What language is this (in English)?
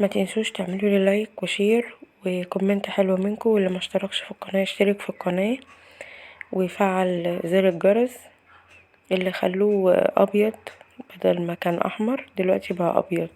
Egyptian Arabic